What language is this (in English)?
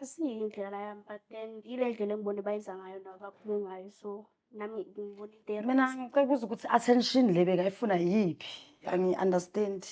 Zulu